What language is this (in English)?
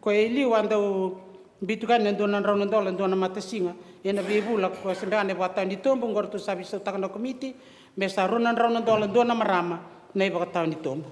Fijian